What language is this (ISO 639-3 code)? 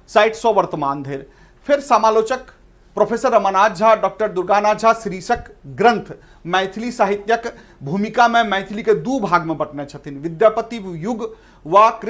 mai